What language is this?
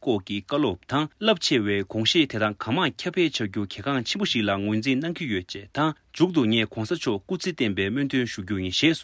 Tibetan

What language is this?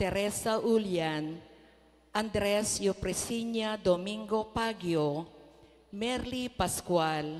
Pampanga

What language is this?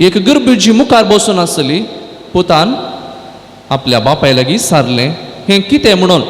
Konkani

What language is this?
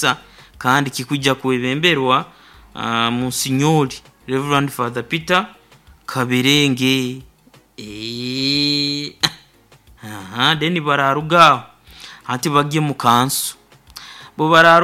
Nyoro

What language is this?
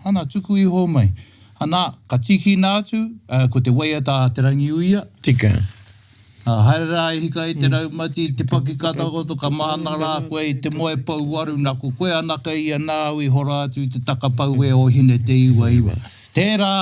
Māori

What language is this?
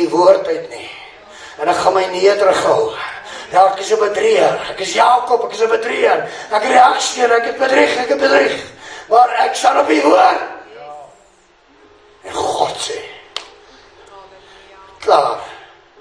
Afrikaans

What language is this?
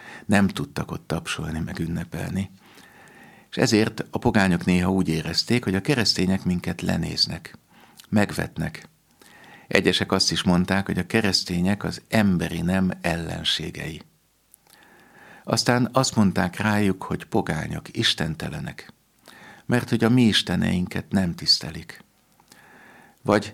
Hungarian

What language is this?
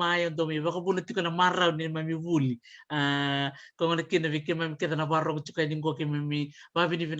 Fijian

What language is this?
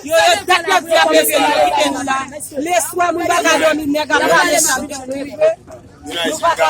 Haitian Creole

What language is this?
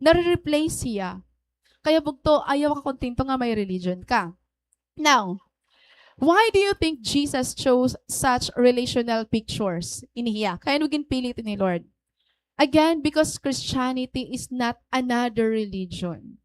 Waray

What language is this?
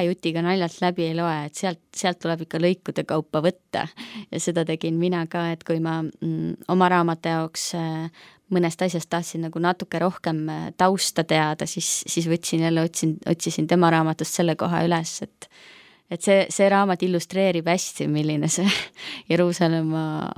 Estonian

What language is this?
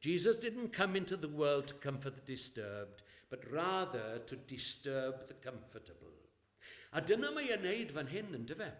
Welsh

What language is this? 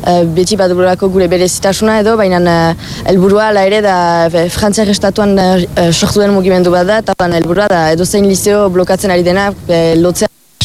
Basque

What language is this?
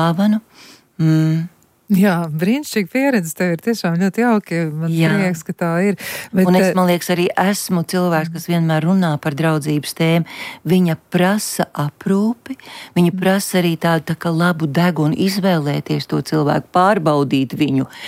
Latvian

